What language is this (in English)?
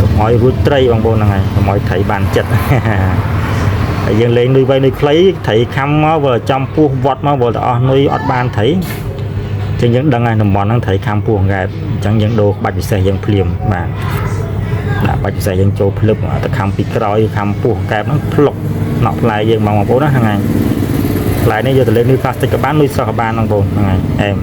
Khmer